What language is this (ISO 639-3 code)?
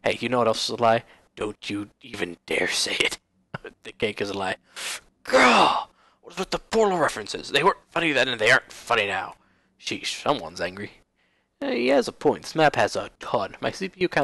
eng